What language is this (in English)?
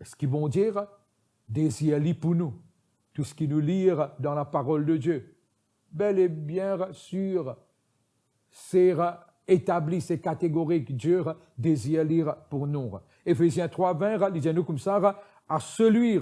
Morisyen